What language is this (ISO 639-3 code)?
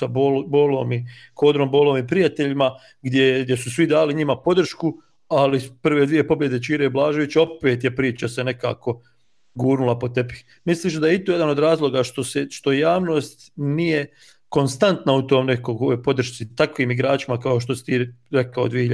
hrv